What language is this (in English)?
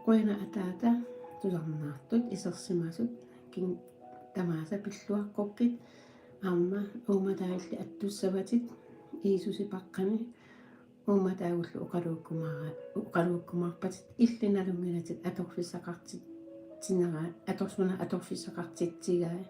Kalaallisut